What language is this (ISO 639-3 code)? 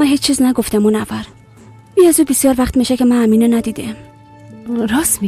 fas